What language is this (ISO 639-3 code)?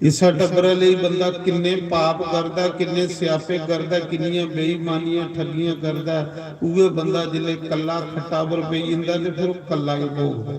doi